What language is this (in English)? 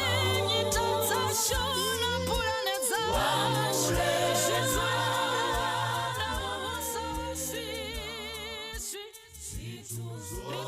Venda